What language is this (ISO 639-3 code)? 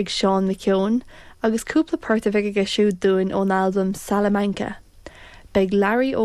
gle